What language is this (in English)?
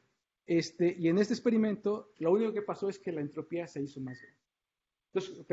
Spanish